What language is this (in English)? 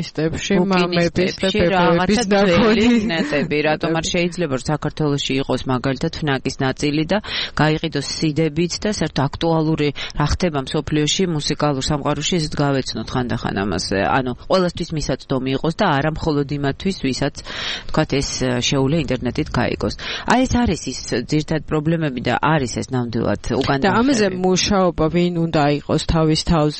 Georgian